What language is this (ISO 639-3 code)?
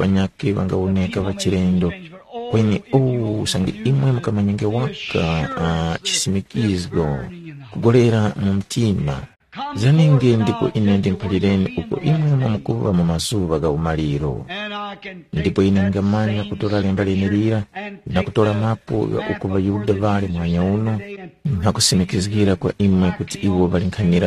tum